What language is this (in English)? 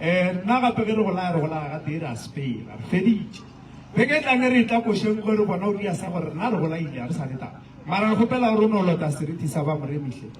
Northern Sotho